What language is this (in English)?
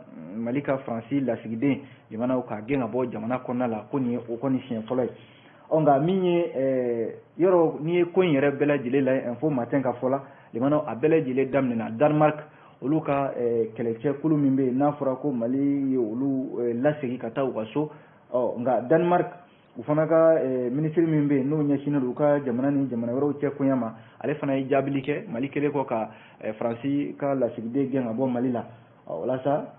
Bambara